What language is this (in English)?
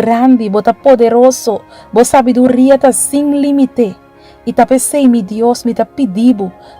Papiamento